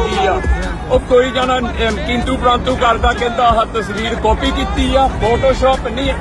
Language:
Punjabi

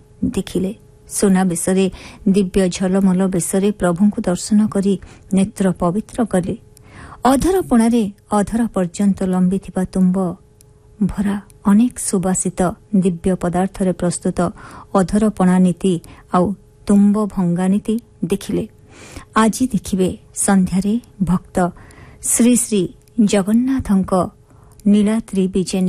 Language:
Odia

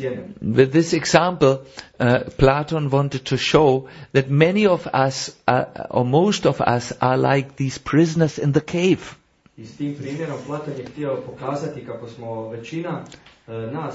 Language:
Croatian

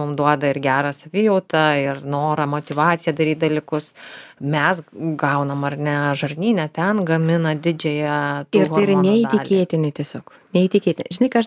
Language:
Lithuanian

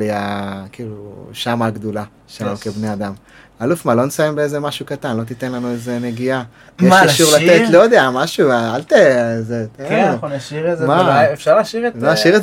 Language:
Hebrew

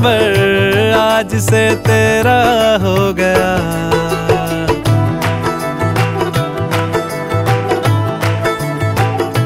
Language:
Hindi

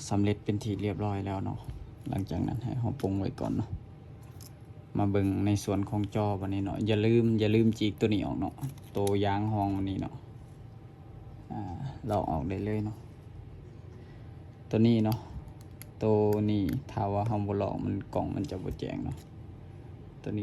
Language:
Lao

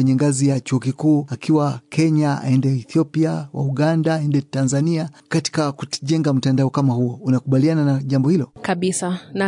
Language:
Swahili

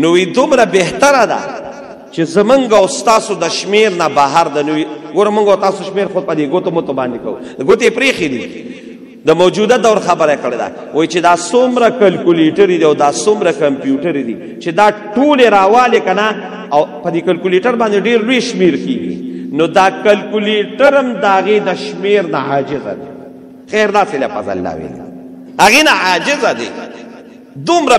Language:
Pashto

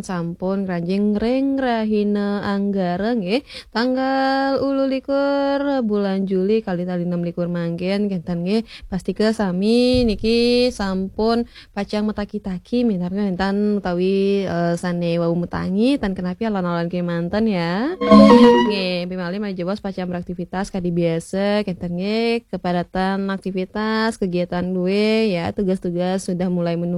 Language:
Balinese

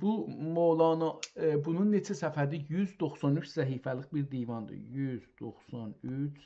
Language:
South Azerbaijani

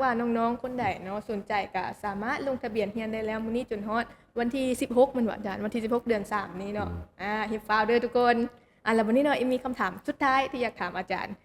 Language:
Lao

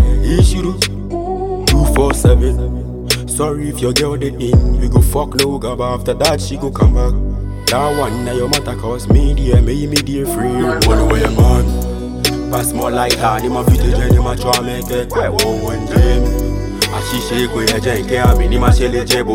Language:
English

